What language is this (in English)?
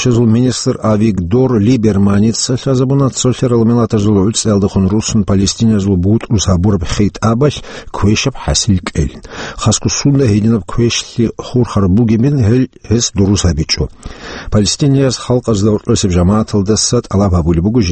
Avaric